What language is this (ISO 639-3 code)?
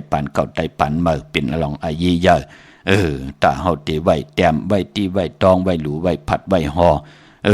shn